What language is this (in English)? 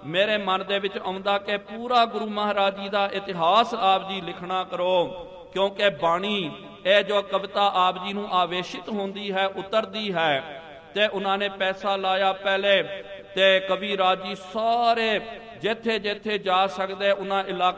Punjabi